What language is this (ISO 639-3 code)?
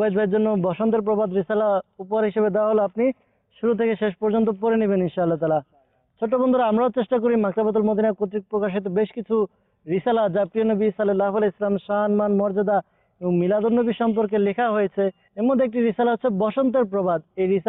ben